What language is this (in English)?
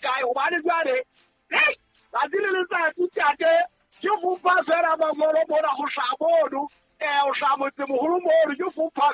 Southern Sotho